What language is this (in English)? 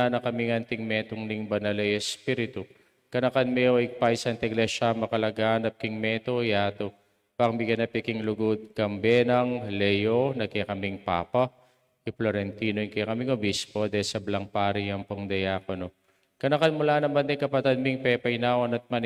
Pampanga